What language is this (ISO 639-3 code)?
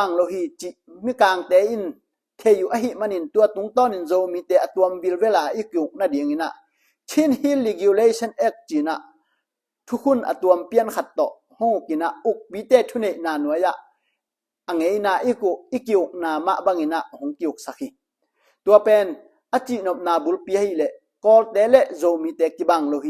ctd